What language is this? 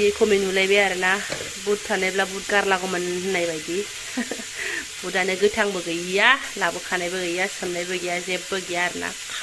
Bodo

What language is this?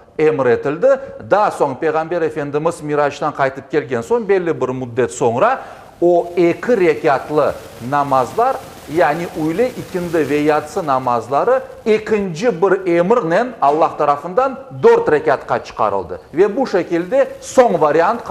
Crimean Tatar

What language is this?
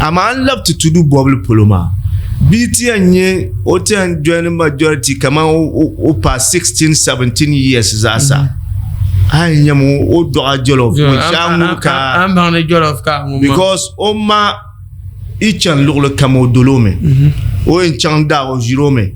Dagbani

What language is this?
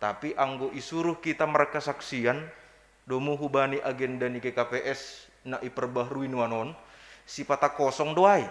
Batak Simalungun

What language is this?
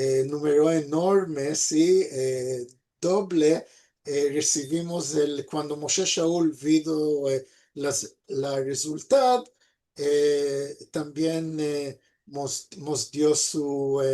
Ladino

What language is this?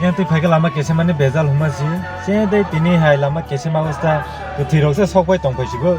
Kok Borok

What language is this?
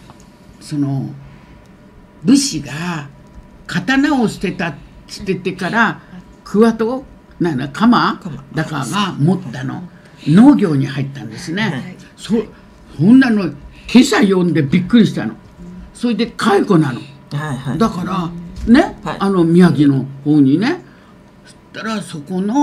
Japanese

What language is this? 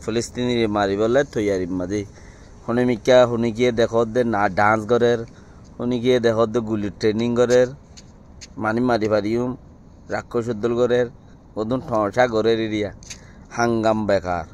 Rohingya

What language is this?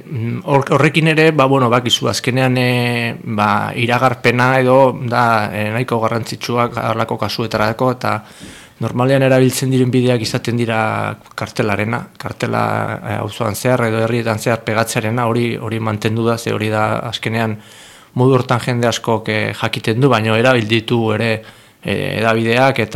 Basque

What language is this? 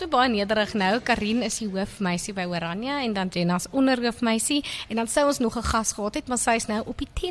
Afrikaans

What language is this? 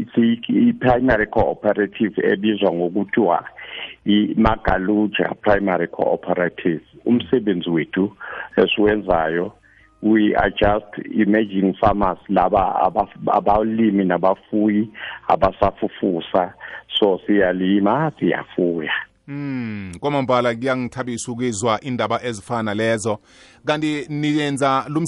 South Ndebele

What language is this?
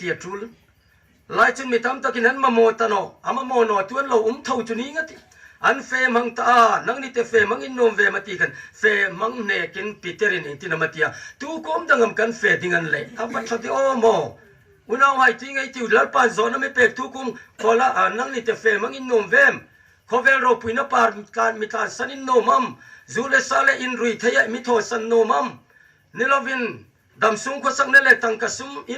Hmar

